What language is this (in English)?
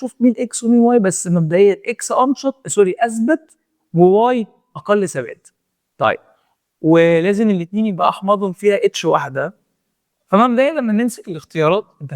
Egyptian Arabic